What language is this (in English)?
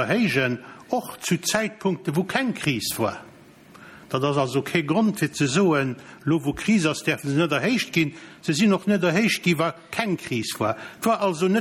Luxembourgish